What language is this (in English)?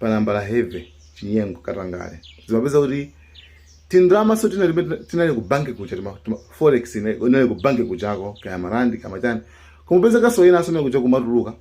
Nyanja